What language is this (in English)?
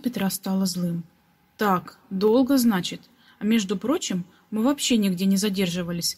Russian